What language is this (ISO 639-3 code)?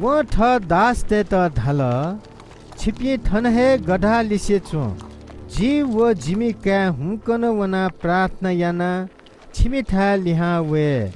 new